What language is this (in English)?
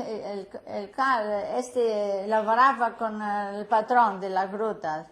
Ladino